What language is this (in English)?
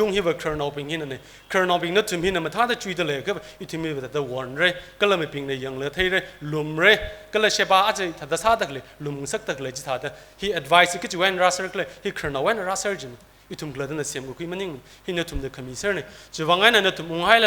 Tangkhul Naga (India)